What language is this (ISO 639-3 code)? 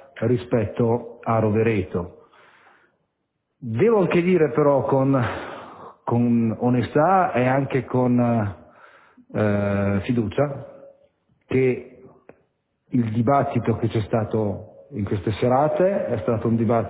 ita